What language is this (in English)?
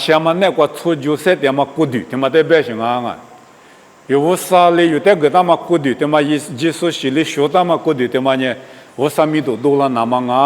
Lisu